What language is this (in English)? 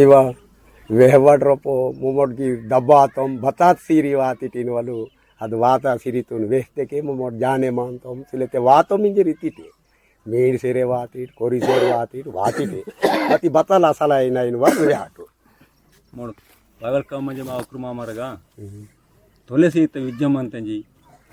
Aheri Gondi